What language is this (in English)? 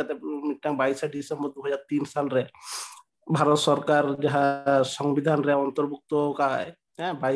Santali